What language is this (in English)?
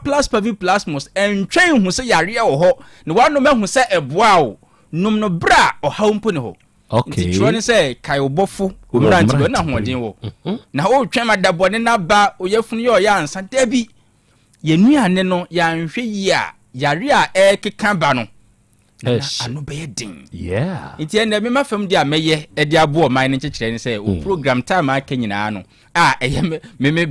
Akan